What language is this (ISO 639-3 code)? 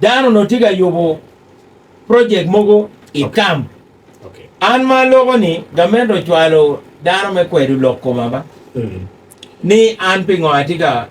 ach